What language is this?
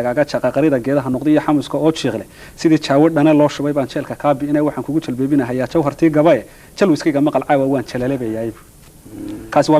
Somali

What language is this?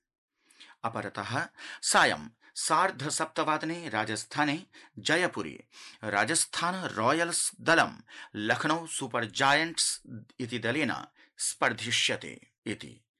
Sanskrit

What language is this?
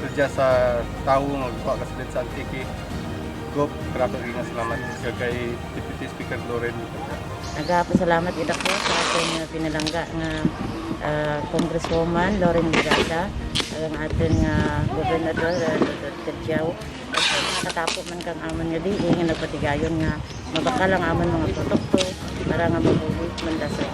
Kinaray-a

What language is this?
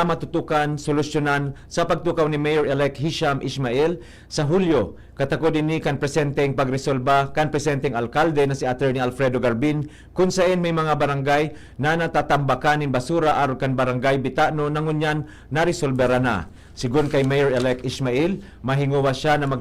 Bikol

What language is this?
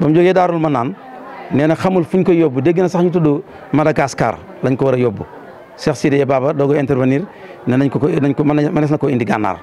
Wolof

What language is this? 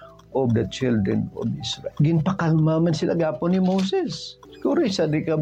Hiligaynon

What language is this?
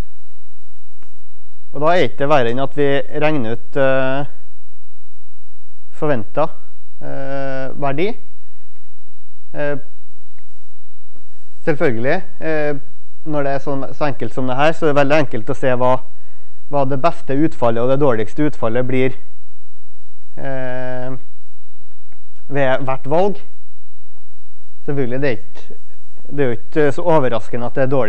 Norwegian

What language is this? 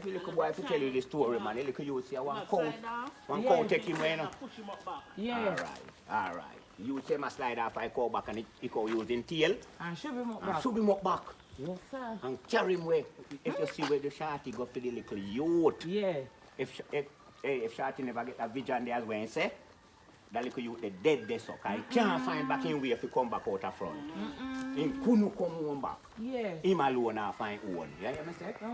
Jamaican Creole English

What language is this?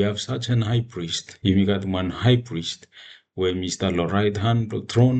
Bislama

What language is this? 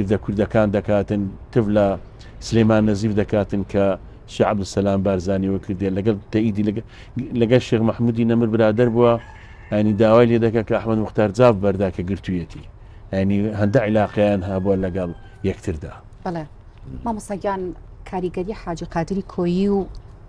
Central Kurdish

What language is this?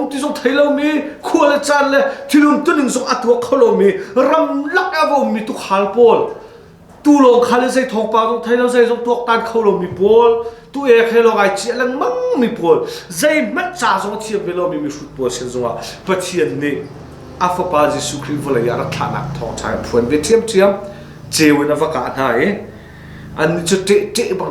Hakha Chin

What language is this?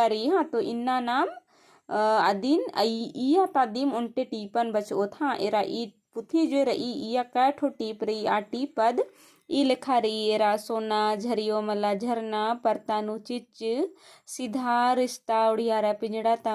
Kurukh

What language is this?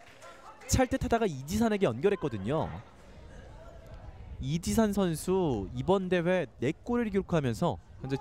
Korean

